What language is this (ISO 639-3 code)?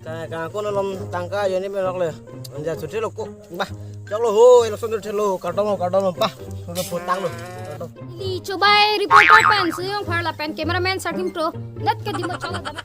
mjw